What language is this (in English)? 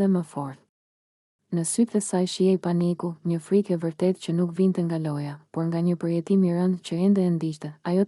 Albanian